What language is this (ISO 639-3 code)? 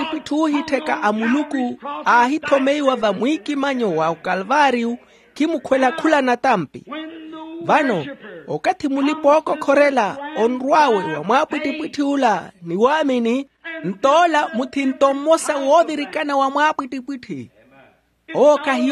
vmw